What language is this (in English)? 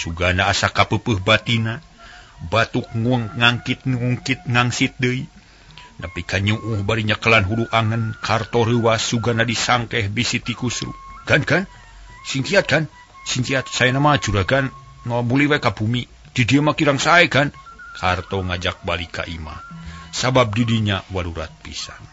Sundanese